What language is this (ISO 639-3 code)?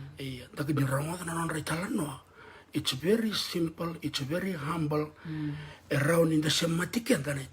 fij